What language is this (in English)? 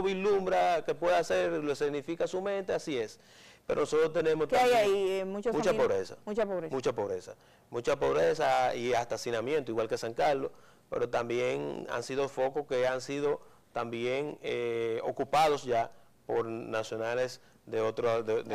Spanish